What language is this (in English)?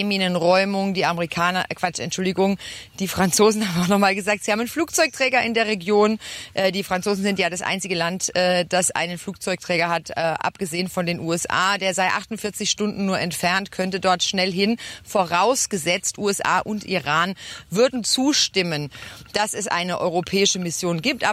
German